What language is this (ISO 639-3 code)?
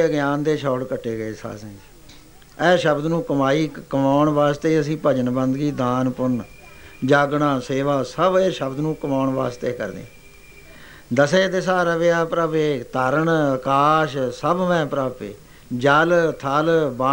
pan